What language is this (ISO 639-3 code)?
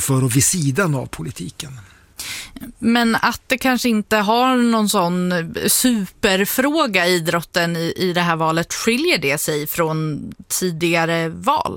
swe